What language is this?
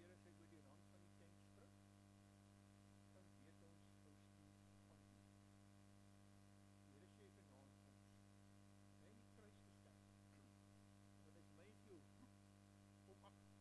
Afrikaans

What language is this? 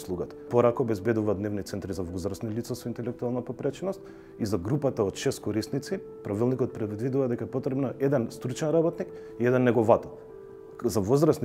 Macedonian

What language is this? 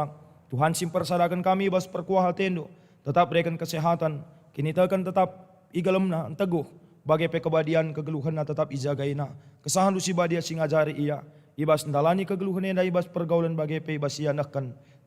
Batak Karo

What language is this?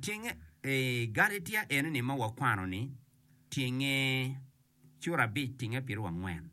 Acoli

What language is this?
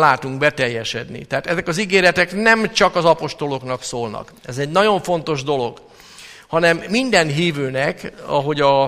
Hungarian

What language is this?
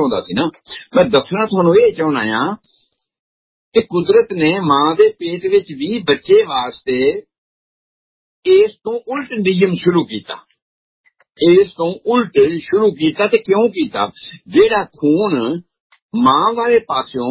Punjabi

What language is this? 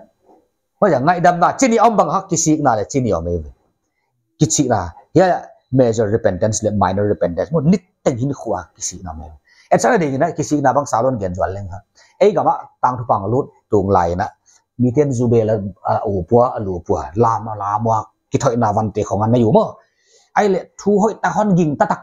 Paite Chin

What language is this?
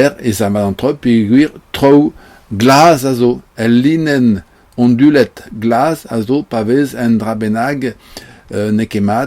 Breton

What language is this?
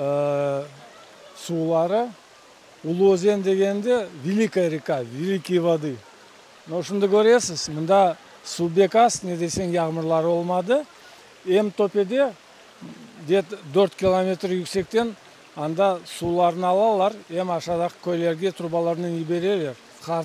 Crimean Tatar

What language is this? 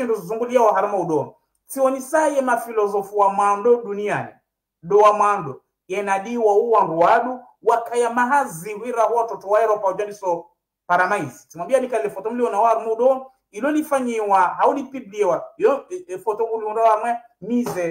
Swahili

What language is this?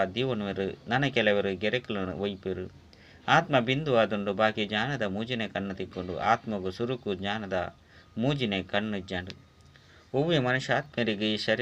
Tulu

